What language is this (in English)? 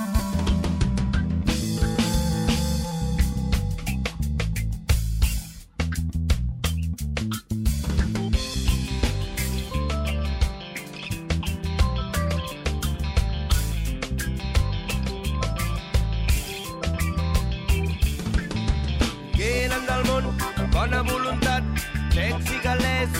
Catalan